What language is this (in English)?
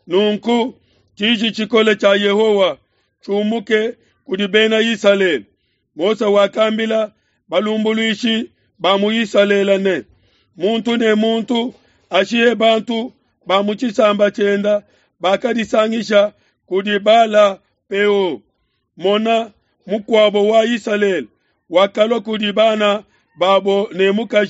Luba-Lulua